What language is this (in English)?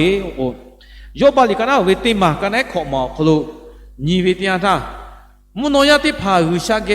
Lahu